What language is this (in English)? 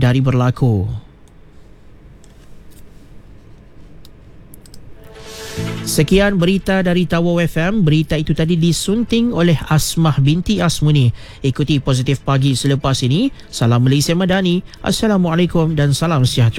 Malay